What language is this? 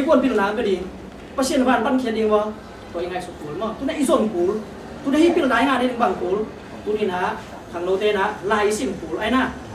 Tedim Chin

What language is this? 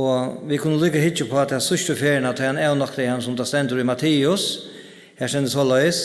Faroese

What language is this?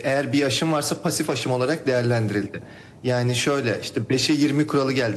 Turkish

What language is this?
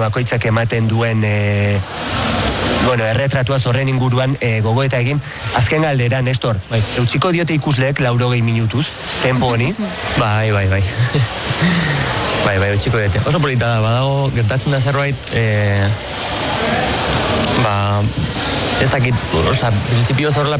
Basque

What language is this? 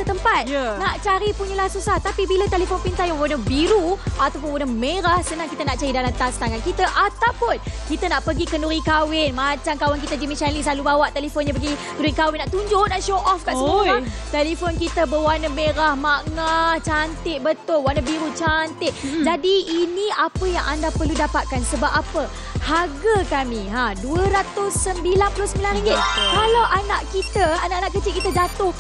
Malay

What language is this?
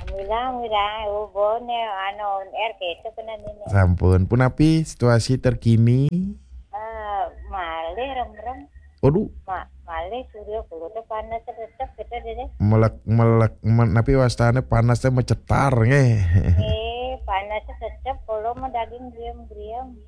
Balinese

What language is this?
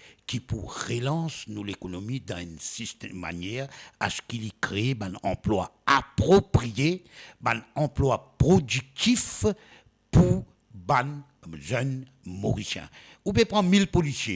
Morisyen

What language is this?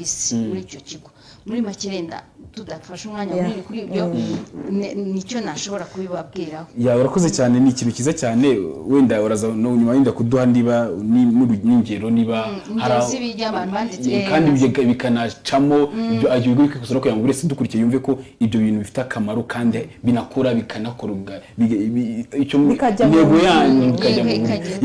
Kinyarwanda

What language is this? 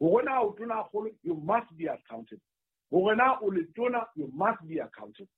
Southern Sotho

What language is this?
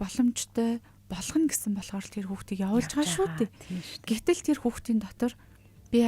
Mongolian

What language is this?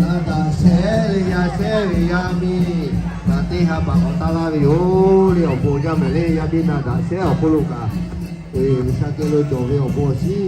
Lahu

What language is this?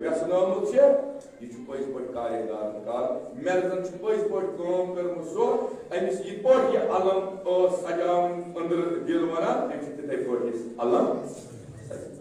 Kashmiri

